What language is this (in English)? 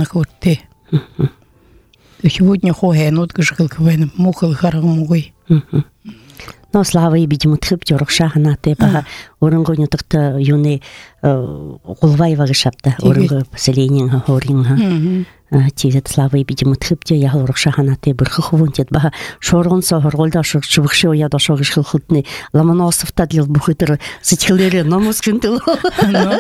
Buriat